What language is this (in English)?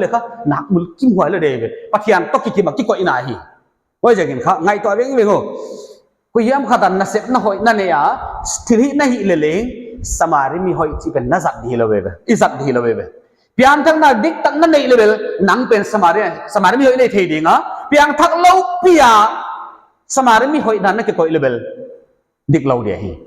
Paite Chin